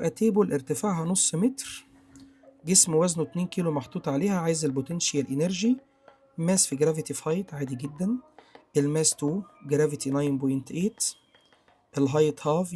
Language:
Egyptian Arabic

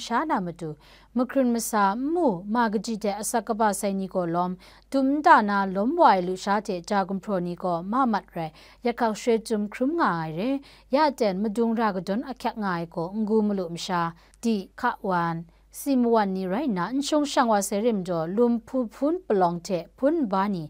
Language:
Kachin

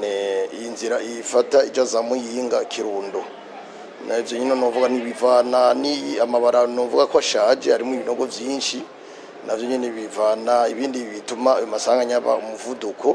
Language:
Rundi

